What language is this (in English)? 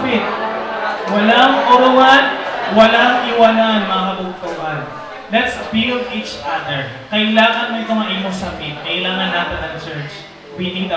Waray